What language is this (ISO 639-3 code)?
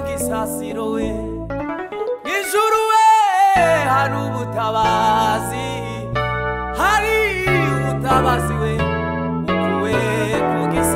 kin